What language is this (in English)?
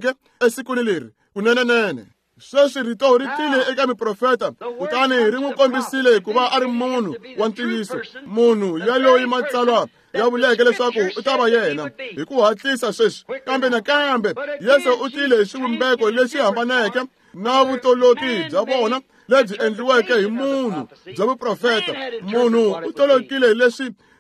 Tsonga